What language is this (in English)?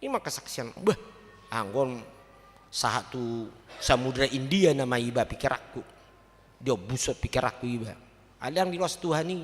Batak Toba